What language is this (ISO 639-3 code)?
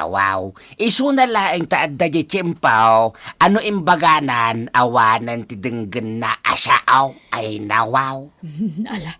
ilo